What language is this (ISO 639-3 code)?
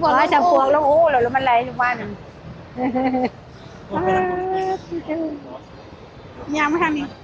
lao